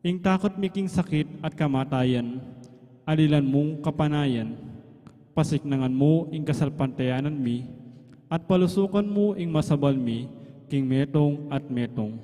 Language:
Pampanga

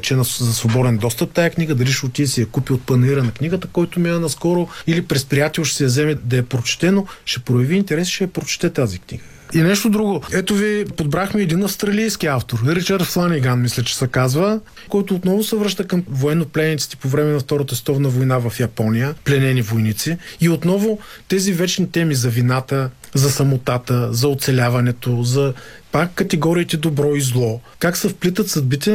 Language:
Bulgarian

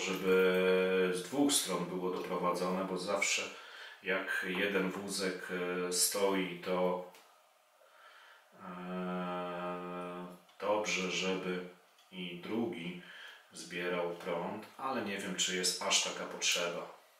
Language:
Polish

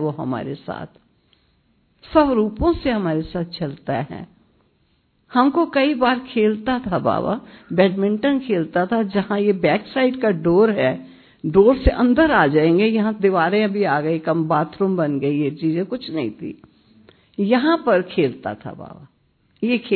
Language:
Hindi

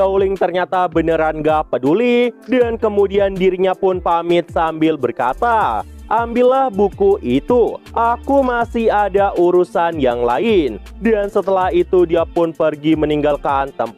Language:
Indonesian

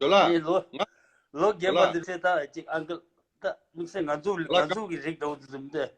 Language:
Tibetan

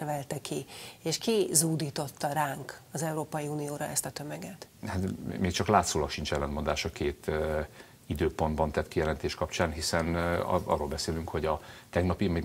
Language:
Hungarian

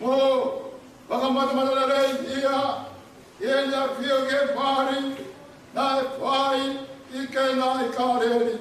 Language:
Tongan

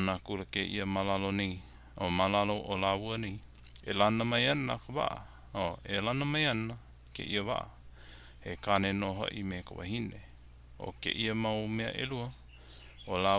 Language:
Hawaiian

